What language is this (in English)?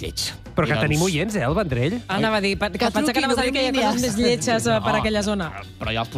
Catalan